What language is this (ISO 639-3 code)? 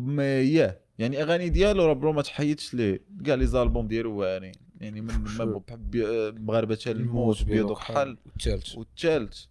ary